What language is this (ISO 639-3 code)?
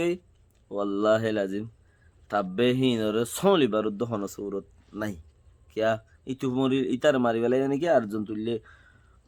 rhg